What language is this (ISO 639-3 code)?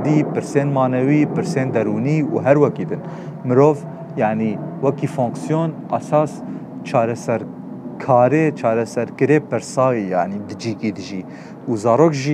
kur